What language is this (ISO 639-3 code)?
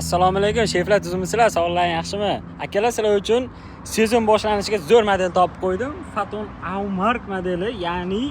uzb